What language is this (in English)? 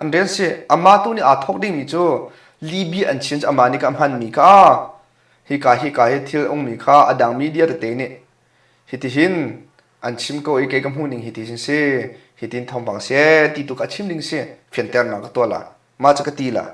Hakha Chin